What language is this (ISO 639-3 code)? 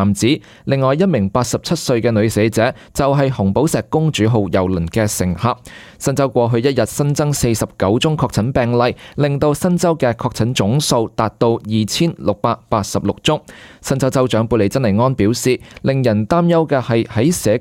yue